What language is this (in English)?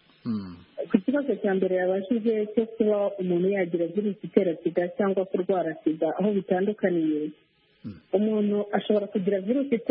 Kinyarwanda